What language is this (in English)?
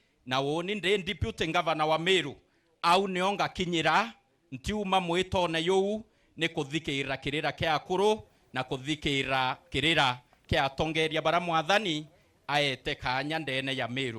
Meru